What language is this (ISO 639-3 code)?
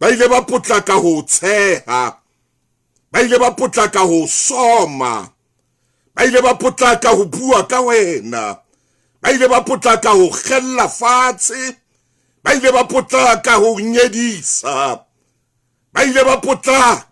sot